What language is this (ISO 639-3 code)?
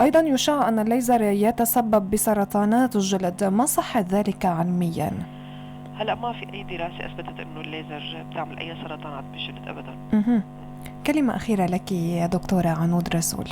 apc